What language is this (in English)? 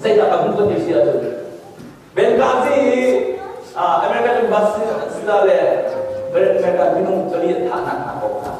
Hakha Chin